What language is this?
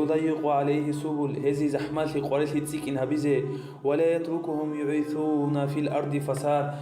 Avaric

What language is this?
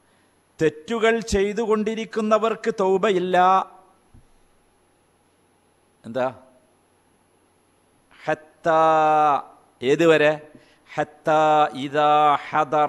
Malayalam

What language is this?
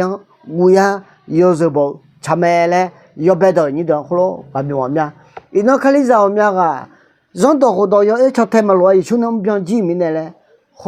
Akha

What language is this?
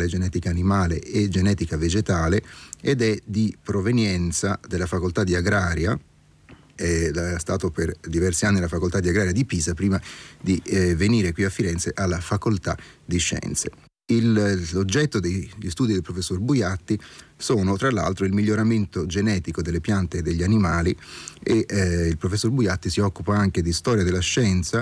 Italian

